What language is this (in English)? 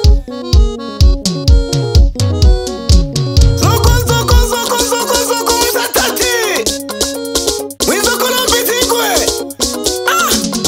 Swahili